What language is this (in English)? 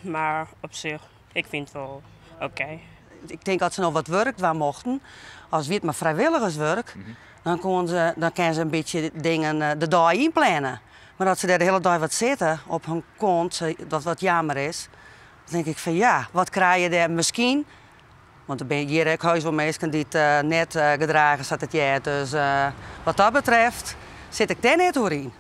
Western Frisian